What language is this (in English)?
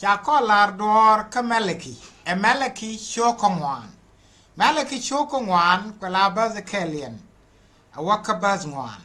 Nuer